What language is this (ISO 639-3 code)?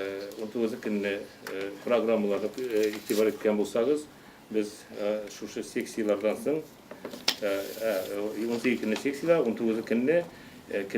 tat